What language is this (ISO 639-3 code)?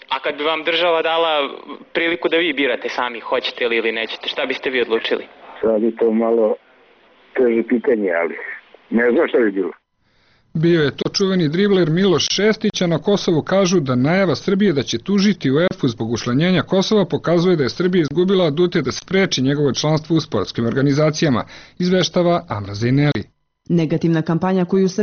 srp